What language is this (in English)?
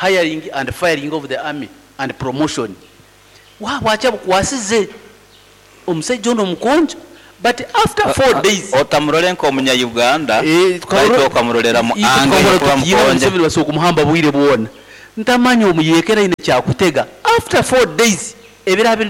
Nyankole